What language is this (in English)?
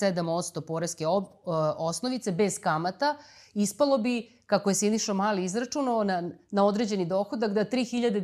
Serbian